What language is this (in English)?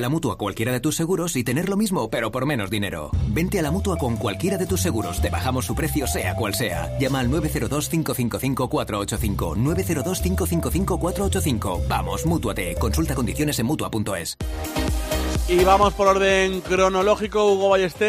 Spanish